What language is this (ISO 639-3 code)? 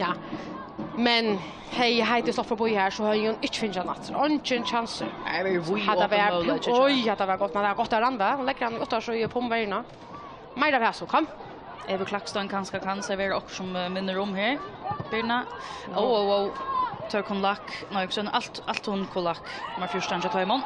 fao